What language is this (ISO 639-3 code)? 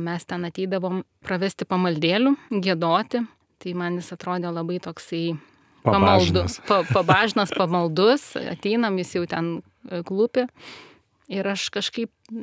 lit